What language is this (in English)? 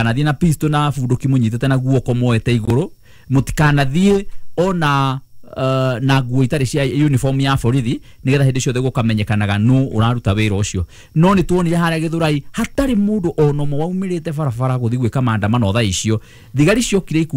Kikuyu